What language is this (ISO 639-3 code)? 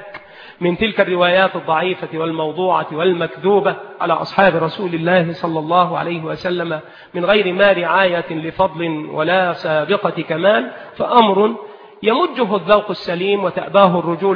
ara